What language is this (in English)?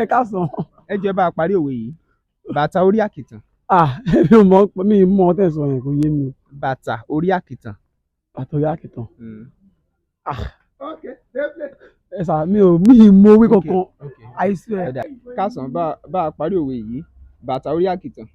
Yoruba